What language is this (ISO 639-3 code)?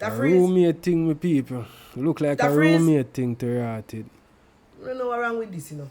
jam